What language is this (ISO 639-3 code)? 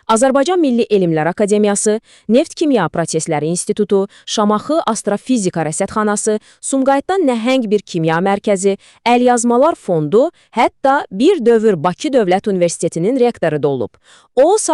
aze